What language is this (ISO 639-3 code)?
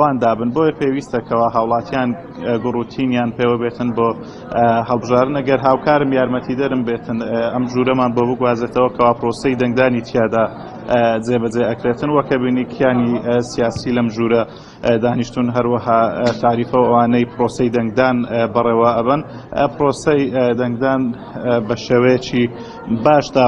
ckb